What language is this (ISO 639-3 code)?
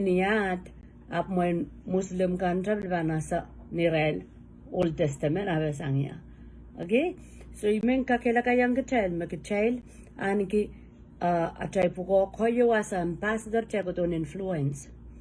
pon